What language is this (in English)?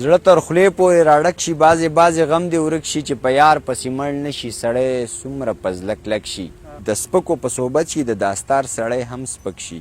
Pashto